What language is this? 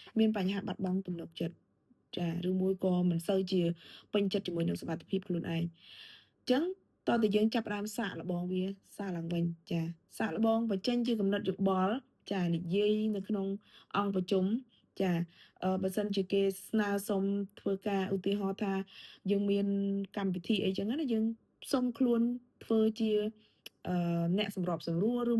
Khmer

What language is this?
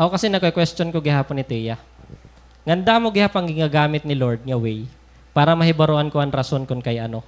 Waray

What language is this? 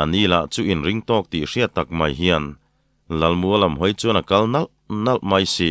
Mizo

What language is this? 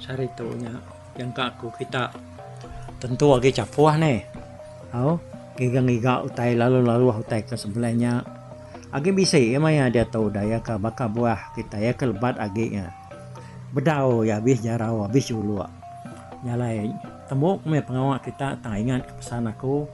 Iban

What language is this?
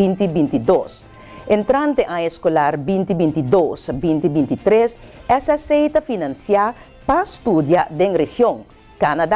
Papiamento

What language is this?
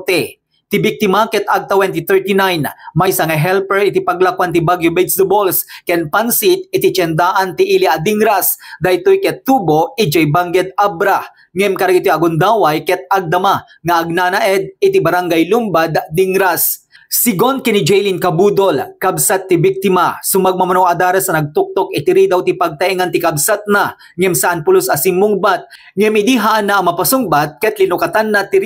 Iloko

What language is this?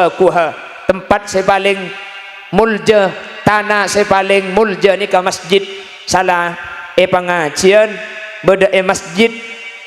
Madurese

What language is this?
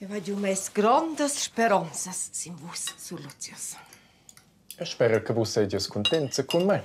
Romansh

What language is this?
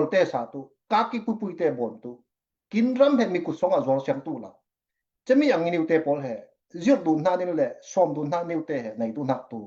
Falam Chin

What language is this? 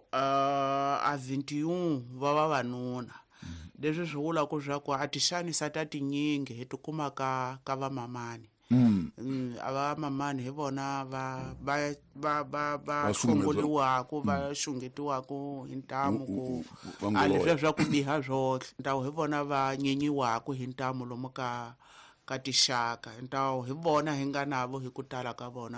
Tsonga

